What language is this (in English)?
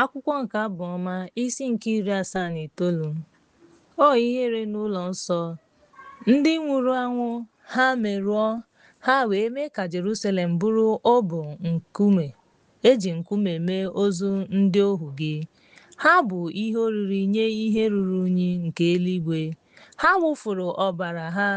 Igbo